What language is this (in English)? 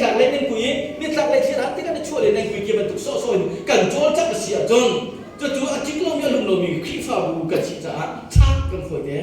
Hakha Chin